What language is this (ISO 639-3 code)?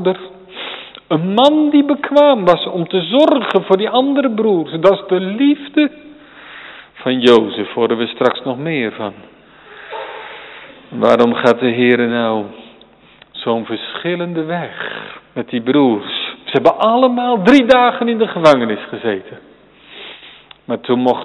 nld